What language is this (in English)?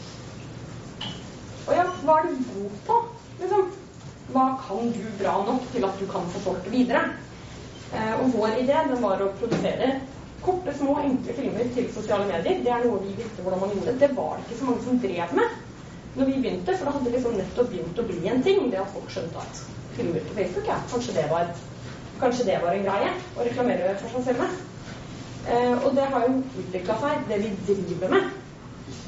Norwegian